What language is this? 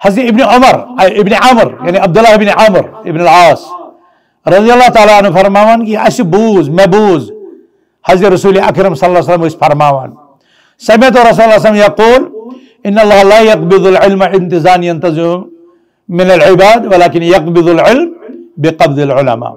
Kashmiri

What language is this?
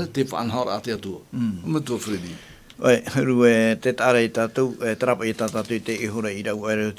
Tahitian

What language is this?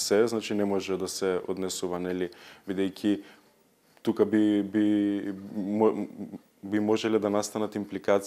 Macedonian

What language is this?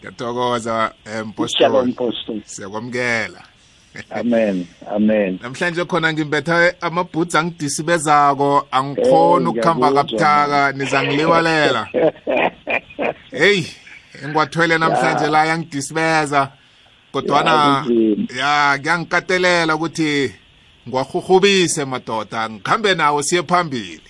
South Ndebele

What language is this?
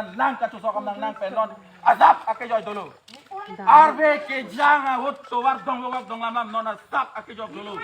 Karbi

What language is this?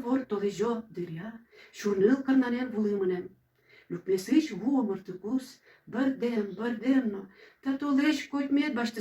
Udmurt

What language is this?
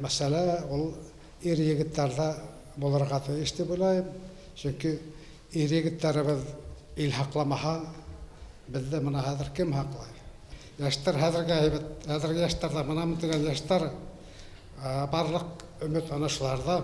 Bashkir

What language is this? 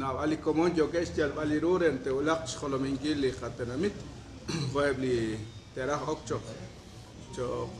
Kekchí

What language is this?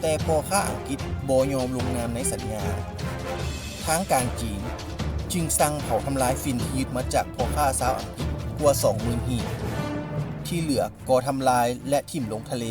Lao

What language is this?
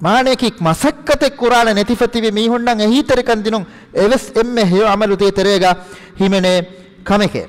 Divehi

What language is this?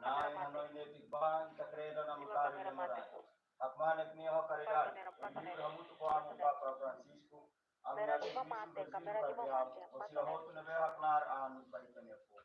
Tetum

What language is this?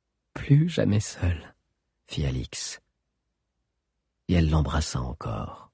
French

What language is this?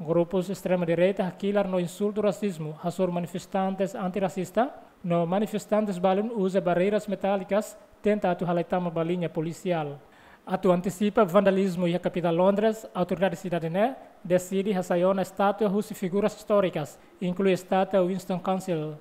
Tetum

